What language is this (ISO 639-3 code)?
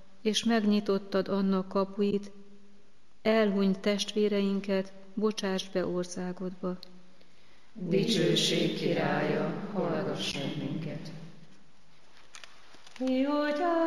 hun